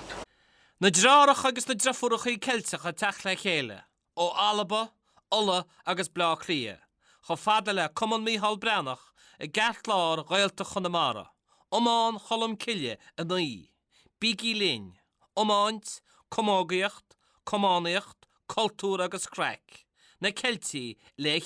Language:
Irish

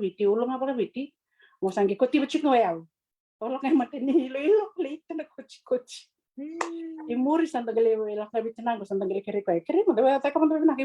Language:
Fijian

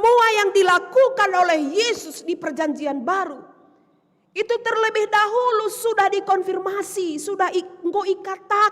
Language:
Batak Karo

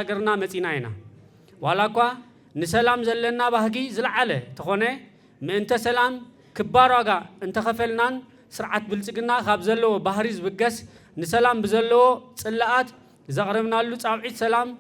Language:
Tigrinya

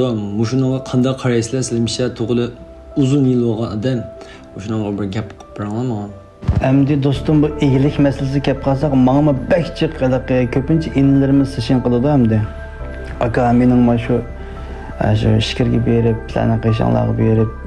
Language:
Uyghur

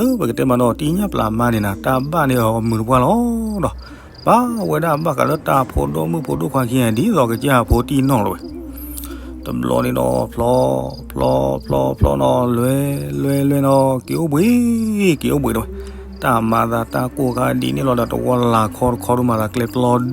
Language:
S'gaw Karen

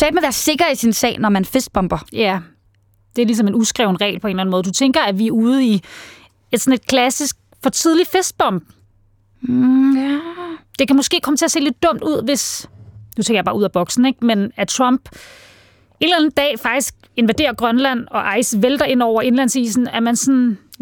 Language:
Danish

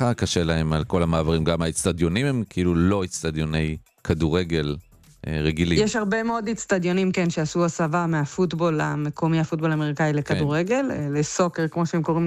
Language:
Hebrew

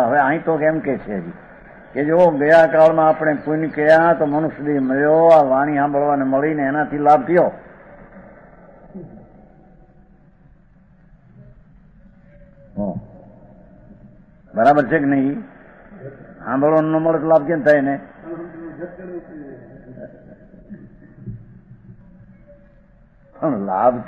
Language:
Gujarati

